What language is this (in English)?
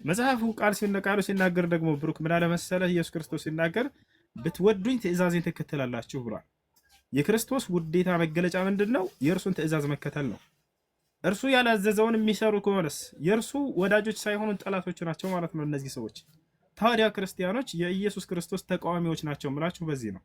Amharic